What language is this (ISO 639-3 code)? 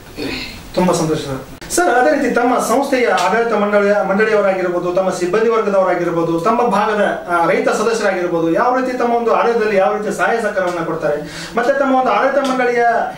kan